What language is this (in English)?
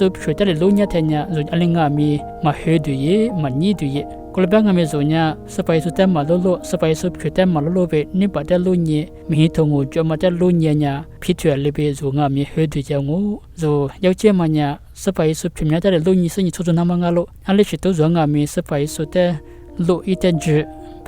Lisu